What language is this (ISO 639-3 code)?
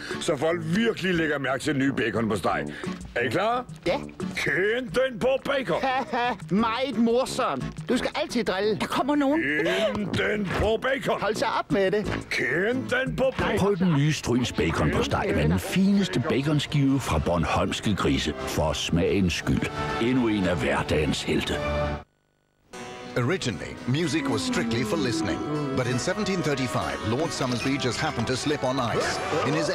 dan